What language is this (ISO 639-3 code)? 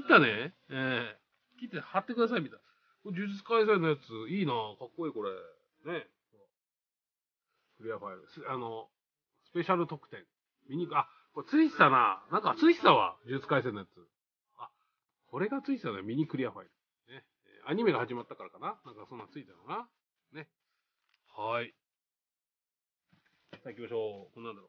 jpn